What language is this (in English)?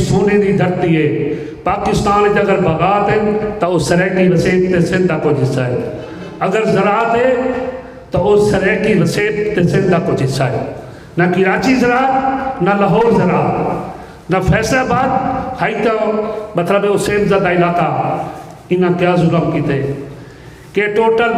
Saraiki